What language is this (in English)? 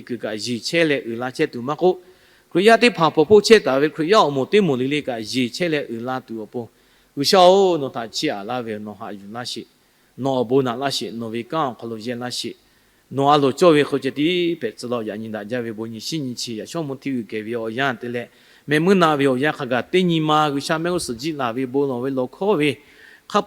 Lahu